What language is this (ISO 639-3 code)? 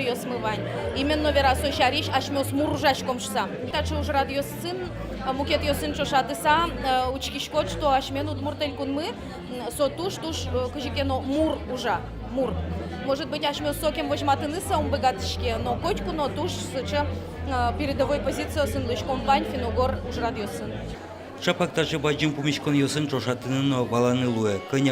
udm